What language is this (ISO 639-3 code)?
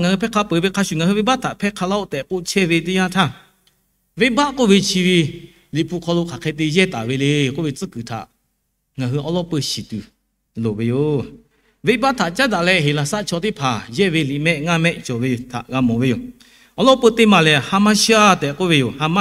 lhu